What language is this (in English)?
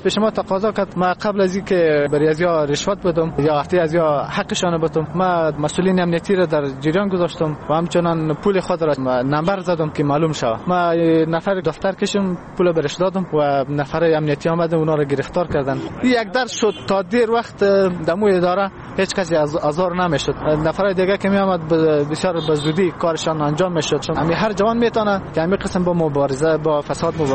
Persian